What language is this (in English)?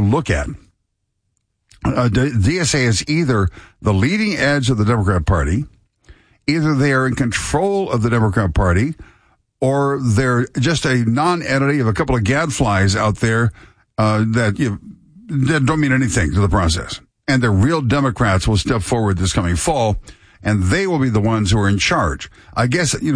English